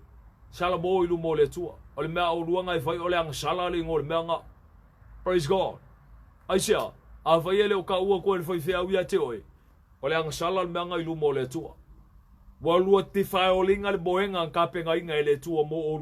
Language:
Samoan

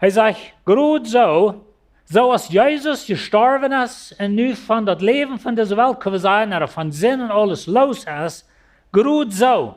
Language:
Plautdietsch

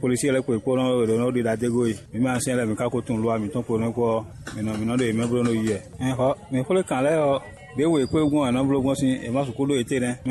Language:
Fon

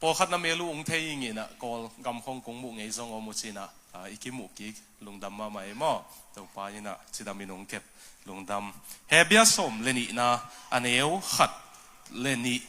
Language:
Tedim Chin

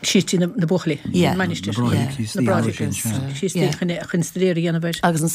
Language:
Irish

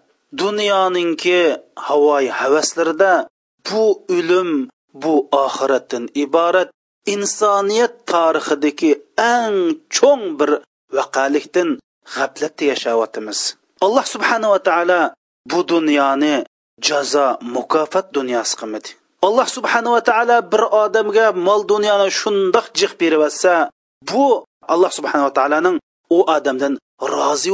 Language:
Uyghur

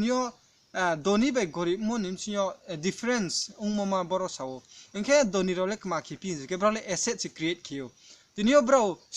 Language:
Riang (India)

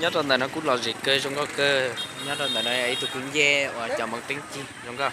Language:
Hmong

